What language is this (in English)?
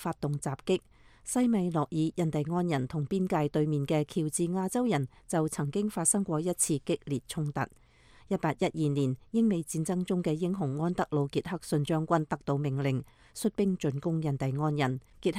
Cantonese